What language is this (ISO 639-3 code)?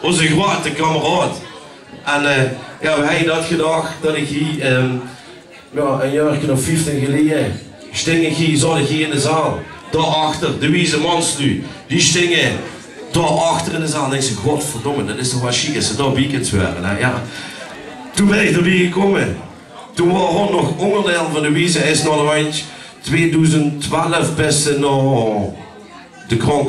lim